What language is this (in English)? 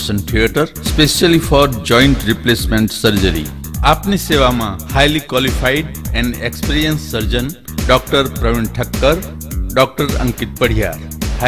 Gujarati